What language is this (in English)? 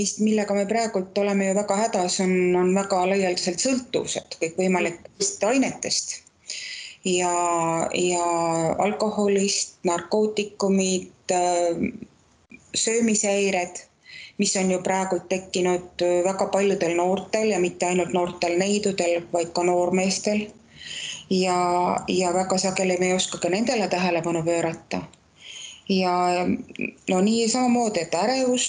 Estonian